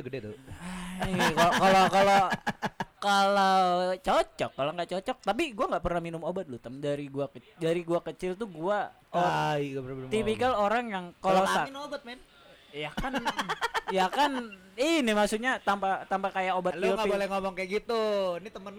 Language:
Indonesian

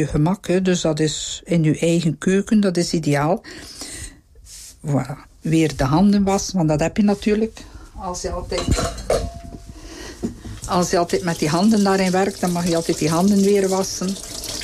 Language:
Dutch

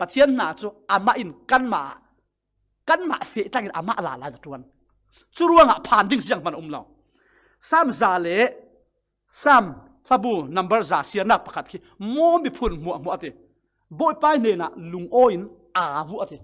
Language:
Falam Chin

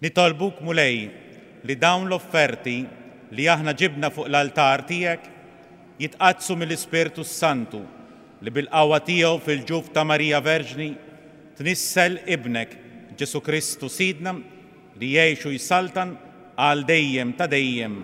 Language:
Maltese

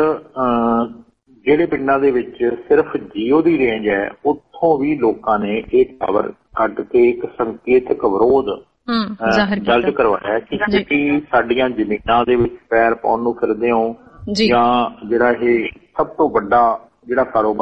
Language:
Punjabi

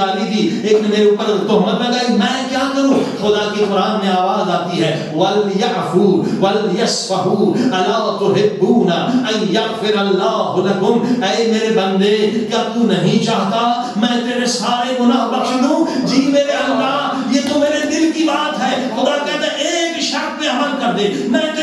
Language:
Urdu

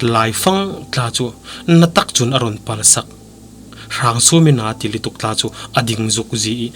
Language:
Falam Chin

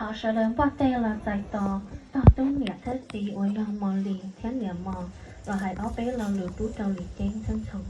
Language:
Hmong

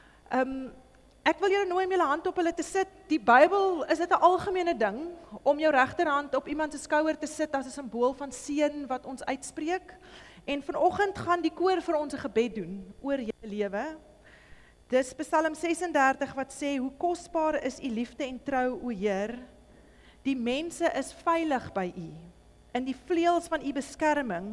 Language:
Afrikaans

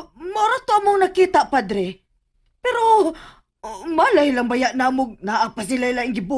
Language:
Cebuano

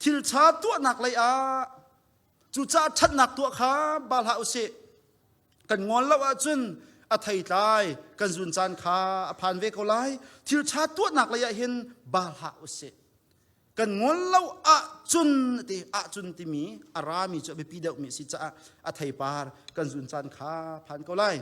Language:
Hakha Chin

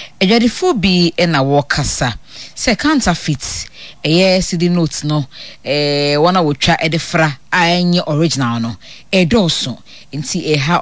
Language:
Akan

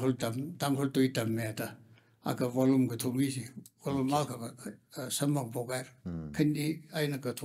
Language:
Tangkhul Naga (India)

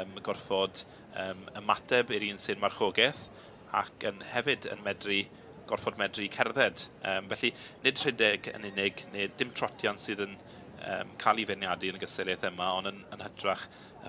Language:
Welsh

